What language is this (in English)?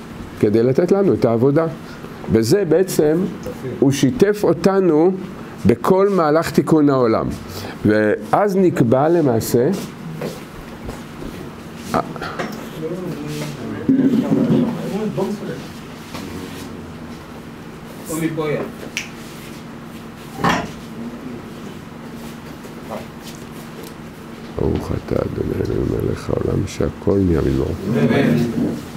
Hebrew